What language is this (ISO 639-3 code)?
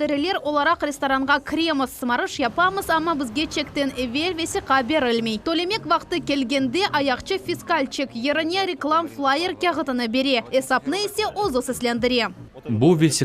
crh